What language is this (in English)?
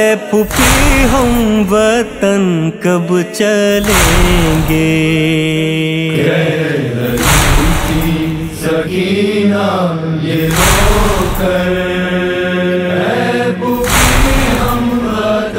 Urdu